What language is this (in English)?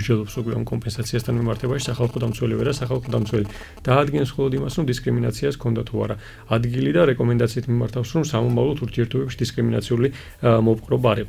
Georgian